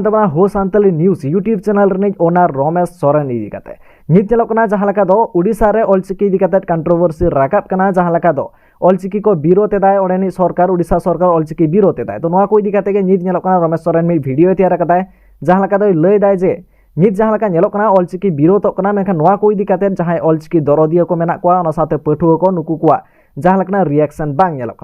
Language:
Santali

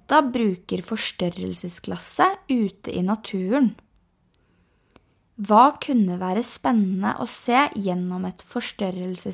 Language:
Norwegian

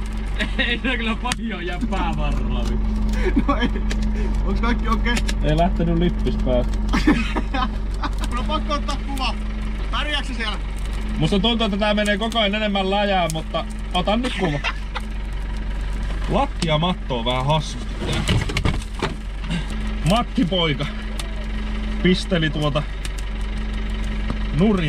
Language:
Finnish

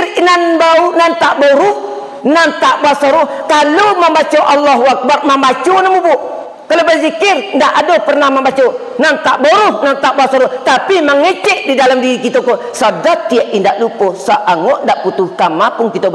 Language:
Minangkabau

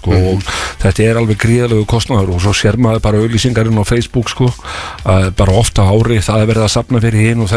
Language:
Icelandic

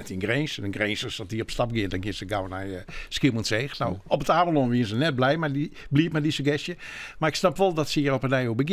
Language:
Western Frisian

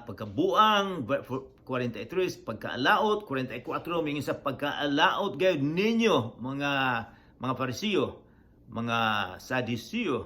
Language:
Cebuano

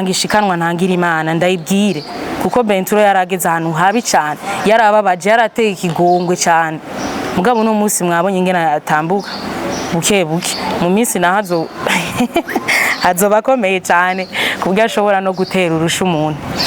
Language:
Rundi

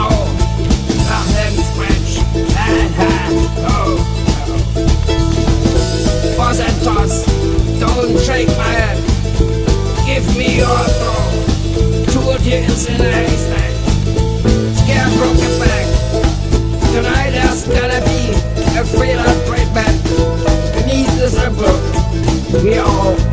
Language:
English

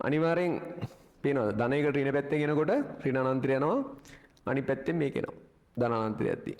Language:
Sinhala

